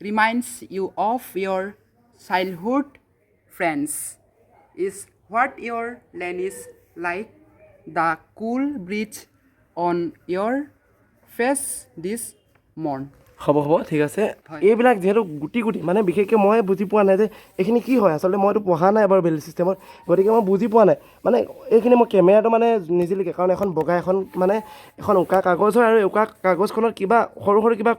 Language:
Assamese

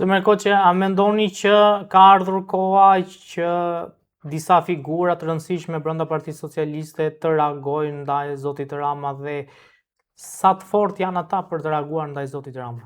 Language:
Albanian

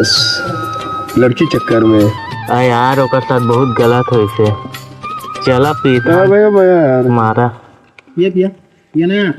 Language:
Chhattisgarhi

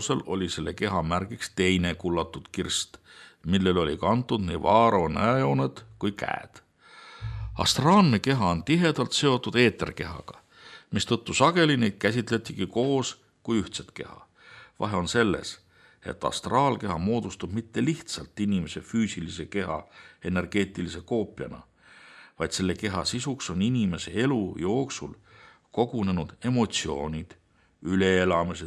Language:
Estonian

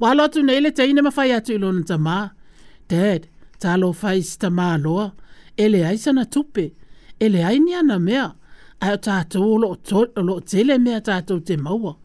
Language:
Samoan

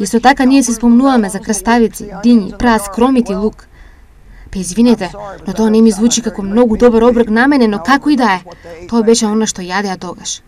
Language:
Macedonian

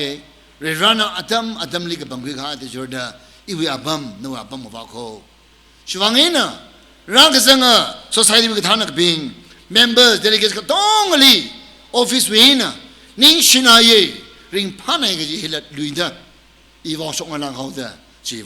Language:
Tangkhul Naga (India)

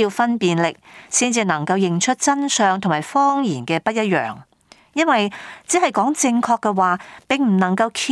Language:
Cantonese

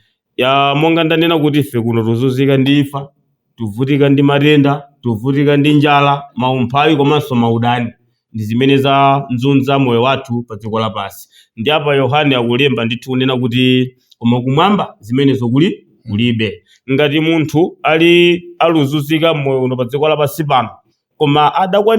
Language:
Nyanja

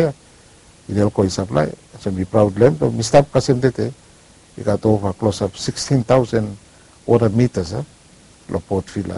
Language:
Bislama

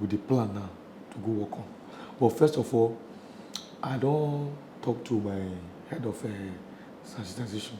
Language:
Nigerian Pidgin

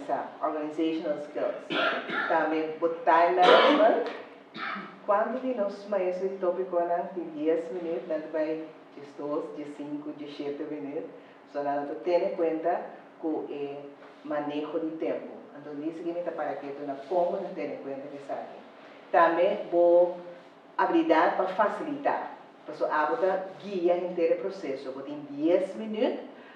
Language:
Papiamento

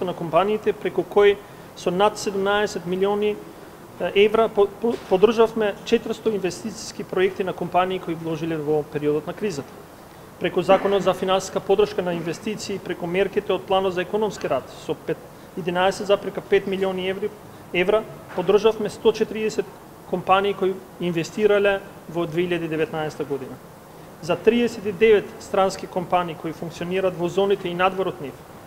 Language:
Macedonian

